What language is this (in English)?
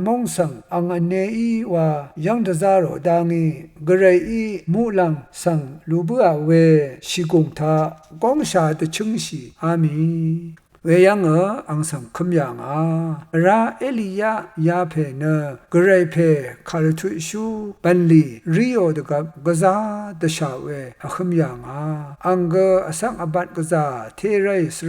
Rawang